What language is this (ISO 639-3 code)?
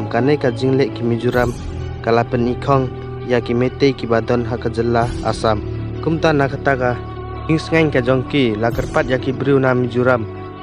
kha